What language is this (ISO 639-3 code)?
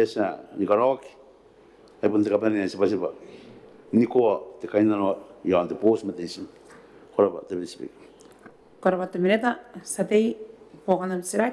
gil